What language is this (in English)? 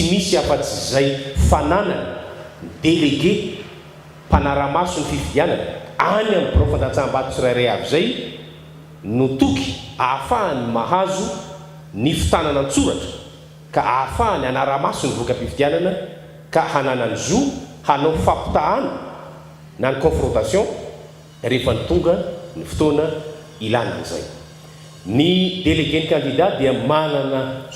Malagasy